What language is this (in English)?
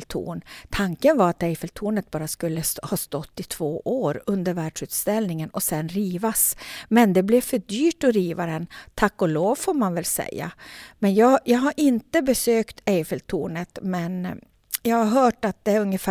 Swedish